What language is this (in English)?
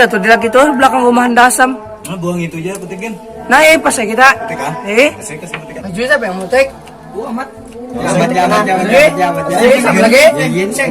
Banjar